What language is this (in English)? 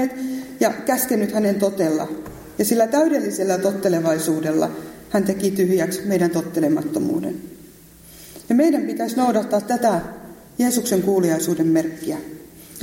Finnish